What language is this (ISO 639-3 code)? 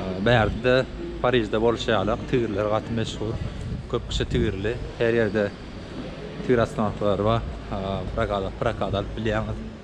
tuk